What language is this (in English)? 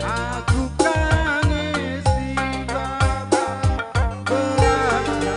Batak Karo